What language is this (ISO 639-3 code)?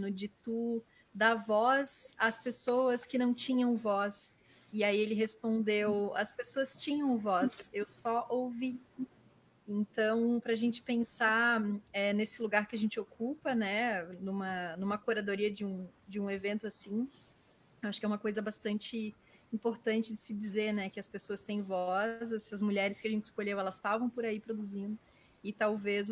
por